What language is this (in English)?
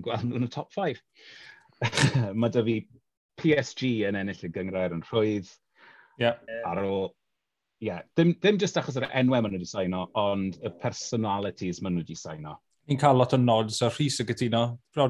Welsh